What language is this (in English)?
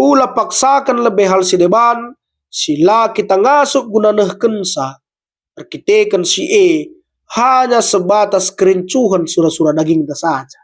Batak Karo